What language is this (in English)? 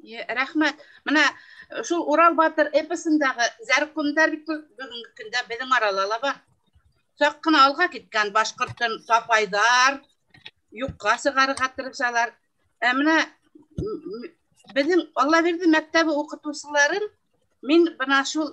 Bashkir